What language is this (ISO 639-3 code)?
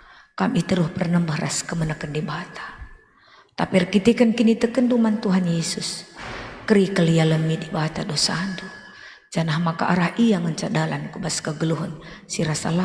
btx